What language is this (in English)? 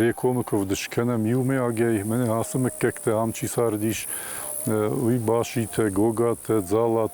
Ossetic